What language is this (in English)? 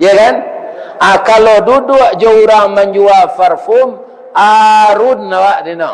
Minangkabau